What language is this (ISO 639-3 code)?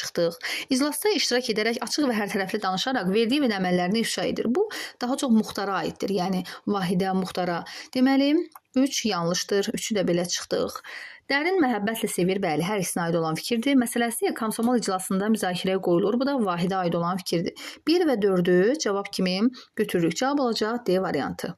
aze